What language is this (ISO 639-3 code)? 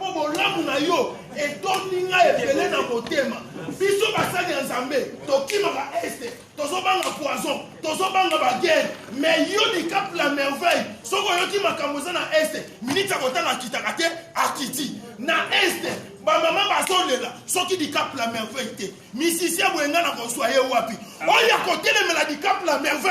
lin